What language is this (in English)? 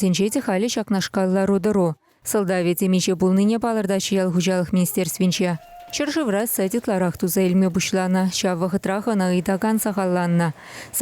Chuvash